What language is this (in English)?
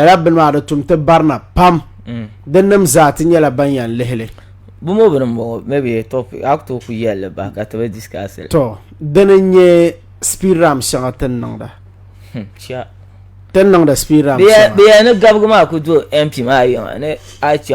Dagbani